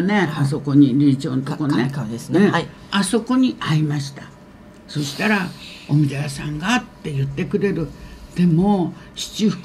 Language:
Japanese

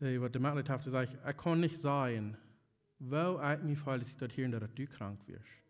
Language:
Plautdietsch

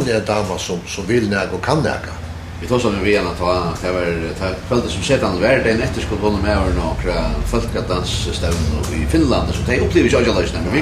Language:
Faroese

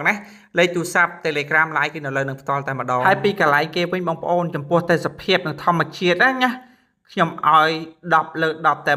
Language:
Khmer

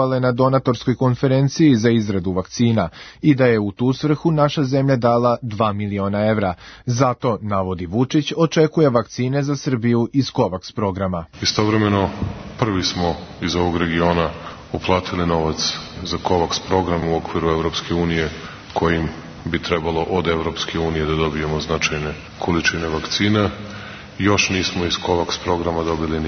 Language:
Serbian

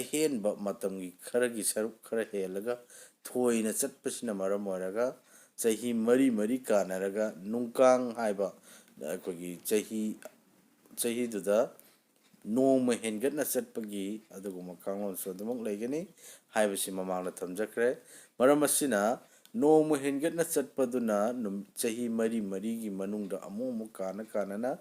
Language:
Manipuri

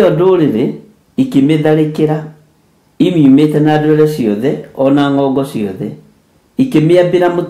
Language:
Kikuyu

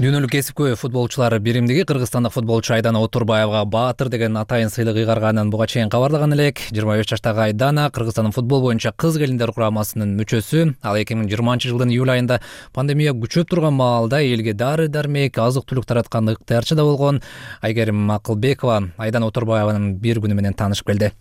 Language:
Kyrgyz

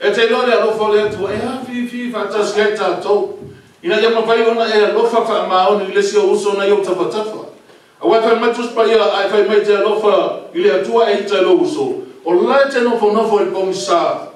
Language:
Samoan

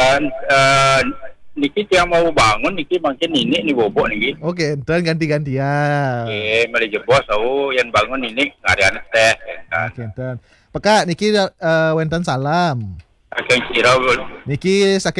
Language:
Balinese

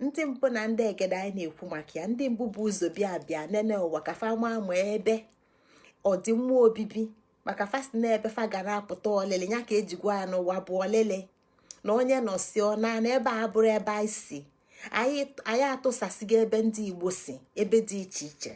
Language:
Igbo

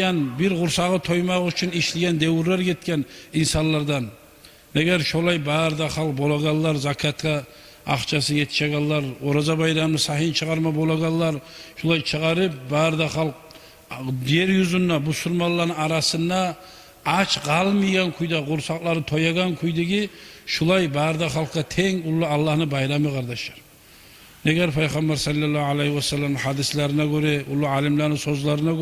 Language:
Kumyk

